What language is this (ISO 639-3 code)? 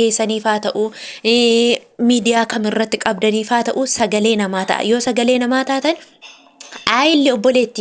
orm